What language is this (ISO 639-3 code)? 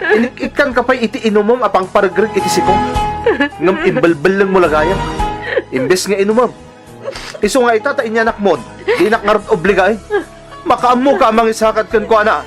ilo